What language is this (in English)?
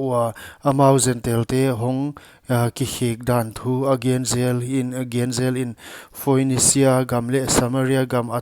Paite Chin